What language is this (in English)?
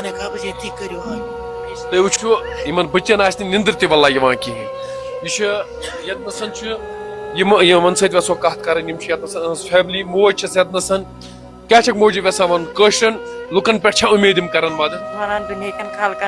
Kashmiri